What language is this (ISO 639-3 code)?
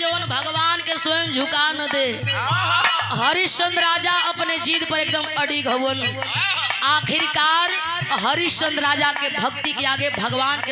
bho